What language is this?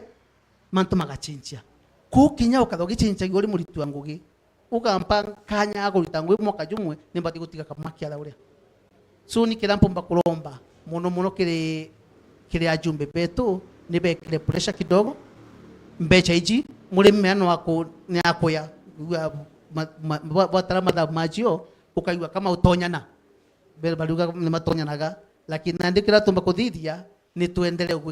Meru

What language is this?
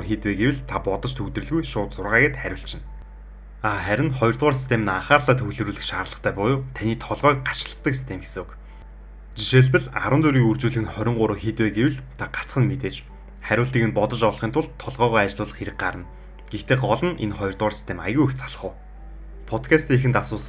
Mongolian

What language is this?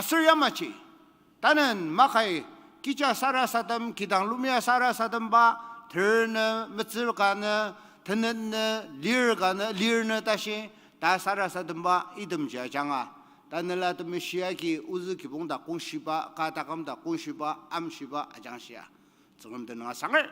Ao Naga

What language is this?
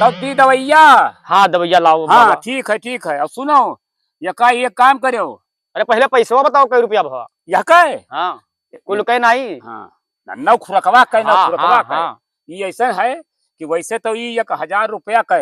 Awadhi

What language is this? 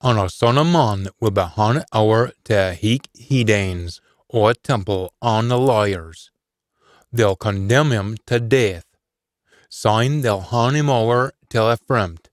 Scots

